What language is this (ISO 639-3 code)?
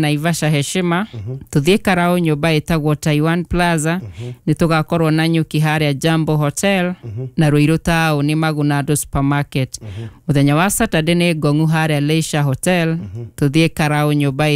kik